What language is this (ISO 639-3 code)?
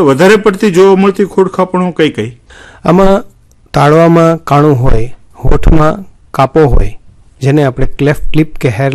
guj